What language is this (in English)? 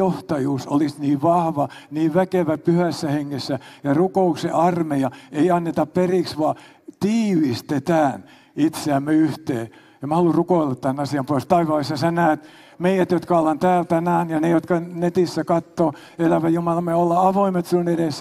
Finnish